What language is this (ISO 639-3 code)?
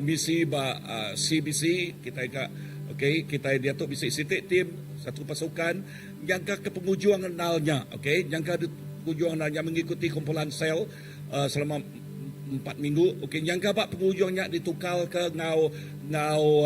iba